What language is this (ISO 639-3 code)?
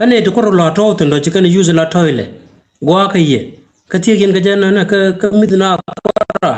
nus